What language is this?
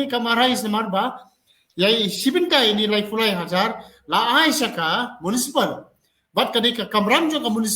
Khasi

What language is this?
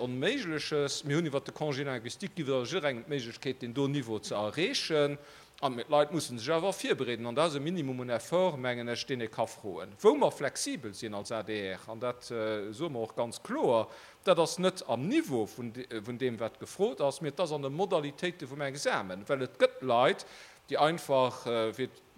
Luxembourgish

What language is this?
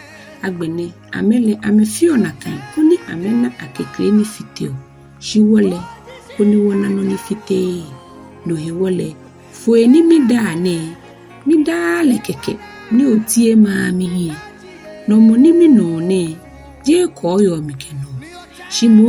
Ga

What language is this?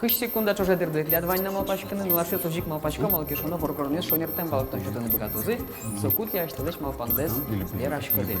Udmurt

